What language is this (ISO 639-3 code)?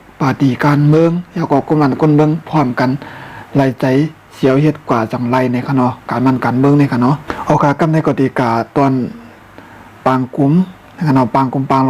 shn